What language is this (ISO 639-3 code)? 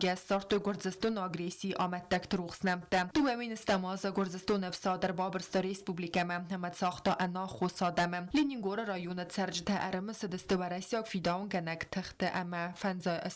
oss